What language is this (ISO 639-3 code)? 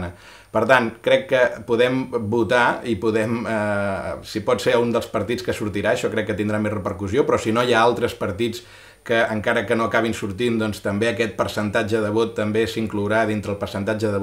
cat